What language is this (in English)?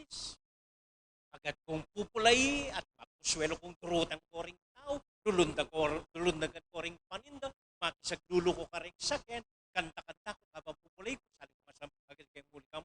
Pampanga